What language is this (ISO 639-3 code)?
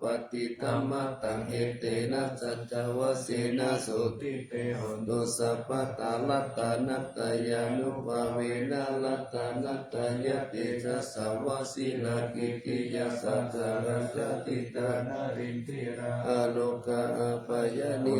pli